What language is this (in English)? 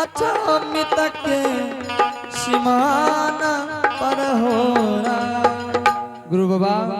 Angika